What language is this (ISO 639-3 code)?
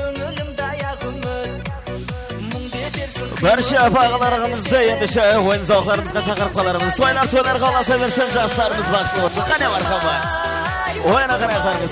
kaa